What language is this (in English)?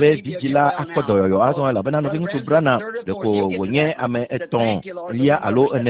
Ewe